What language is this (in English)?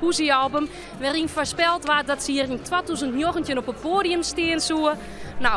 Western Frisian